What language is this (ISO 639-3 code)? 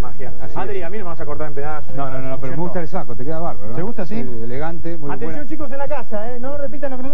spa